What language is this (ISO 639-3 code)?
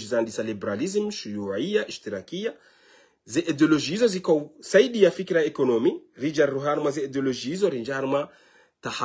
zdj